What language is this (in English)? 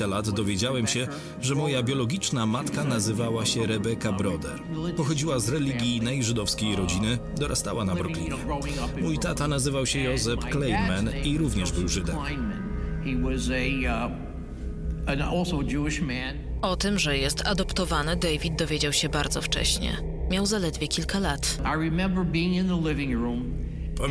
Polish